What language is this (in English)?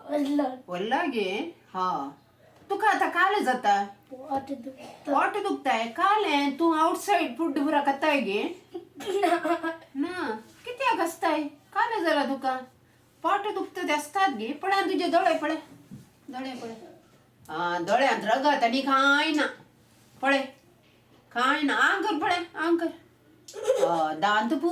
Konkani